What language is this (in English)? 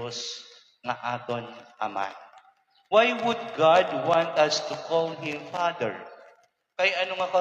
Waray